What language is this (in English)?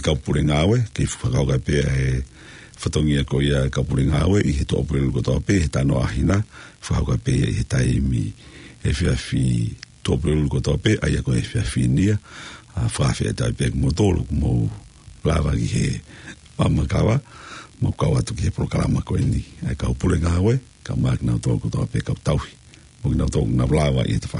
Tongan